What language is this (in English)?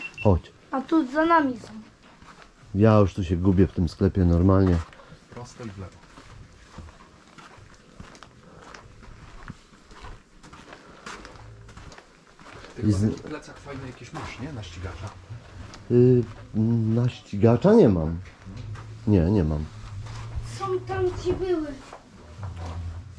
Polish